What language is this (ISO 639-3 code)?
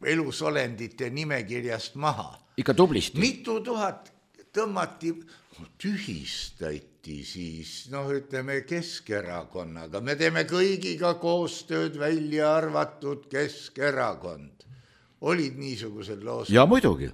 est